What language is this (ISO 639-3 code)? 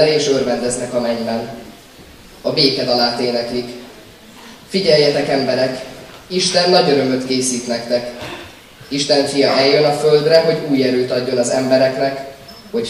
hun